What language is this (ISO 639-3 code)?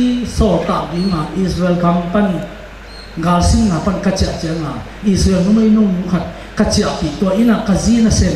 ctd